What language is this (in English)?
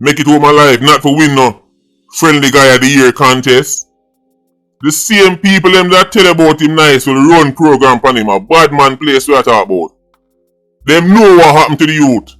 Jamaican Creole English